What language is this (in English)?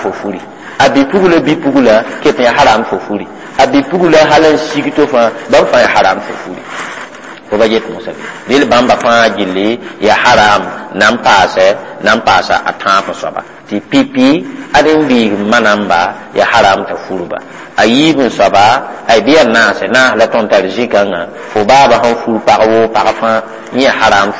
Mossi